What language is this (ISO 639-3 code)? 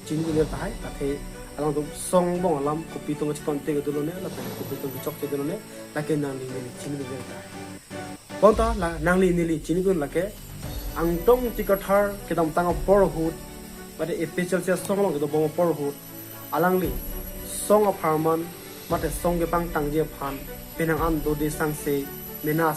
mjw